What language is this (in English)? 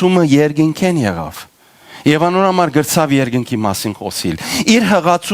Western Armenian